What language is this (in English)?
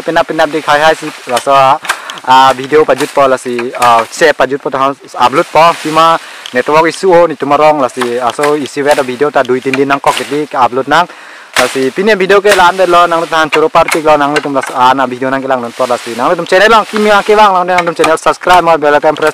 Karbi